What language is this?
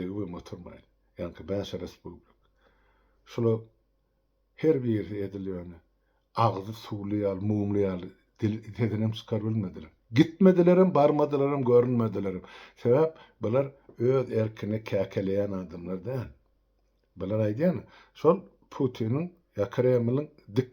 Turkmen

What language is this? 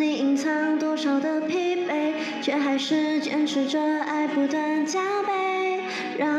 Chinese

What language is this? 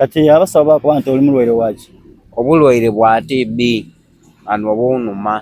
Soga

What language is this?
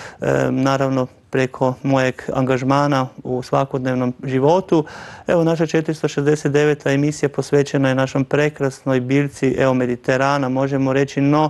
Croatian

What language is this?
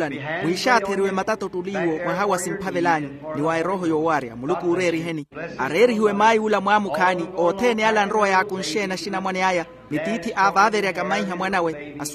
Makhuwa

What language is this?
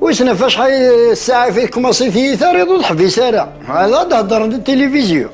Kabyle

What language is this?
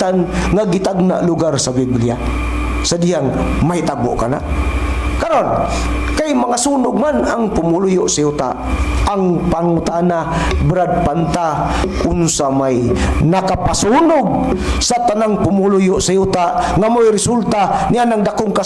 Cebuano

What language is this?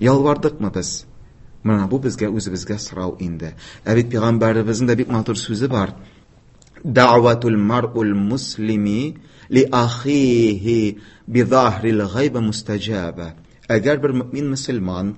Tatar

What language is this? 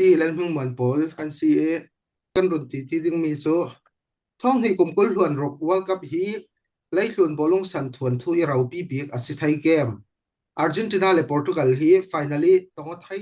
Falam Chin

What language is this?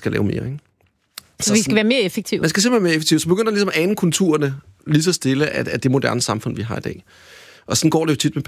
Danish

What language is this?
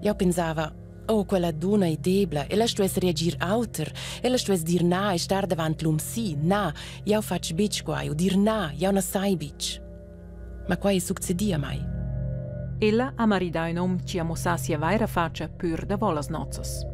Romansh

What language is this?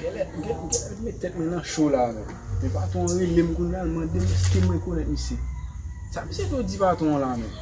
Haitian Creole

